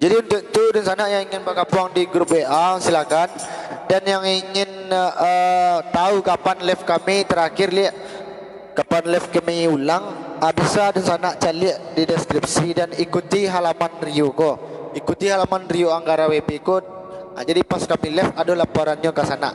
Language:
Minangkabau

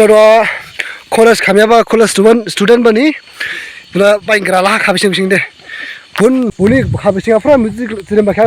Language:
Dimasa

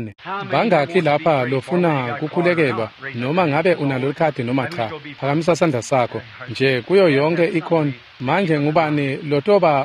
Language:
Swati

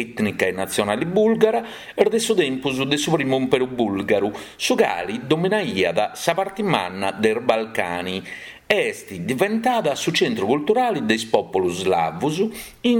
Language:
Sardinian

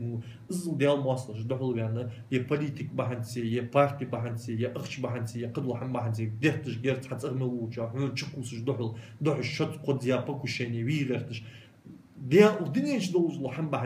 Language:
Ingush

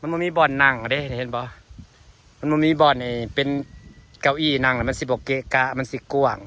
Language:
Northeastern Thai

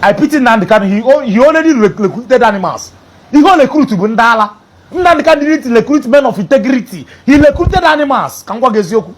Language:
Igbo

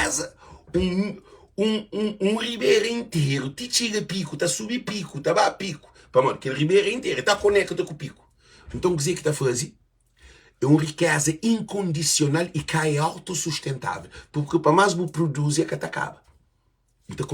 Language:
Kabuverdianu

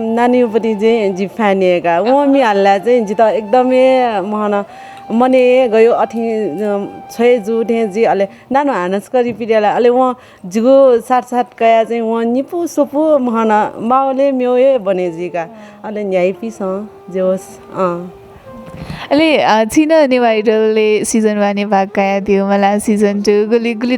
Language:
Newari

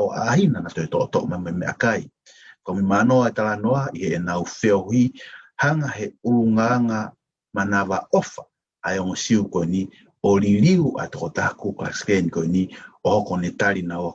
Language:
Tongan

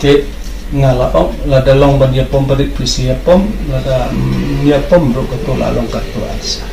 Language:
Khasi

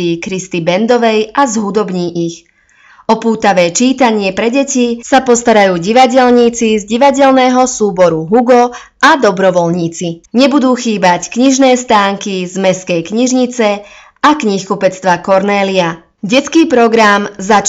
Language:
Slovak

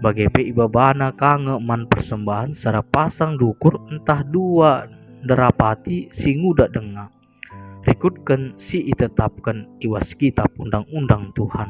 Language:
Batak Karo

